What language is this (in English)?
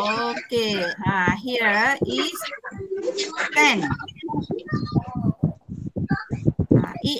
Malay